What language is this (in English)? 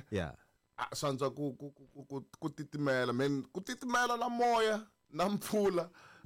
Tsonga